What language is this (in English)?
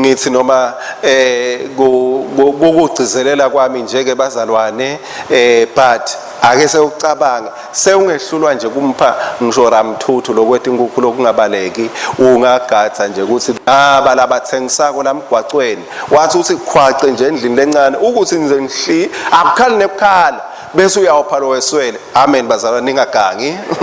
Swati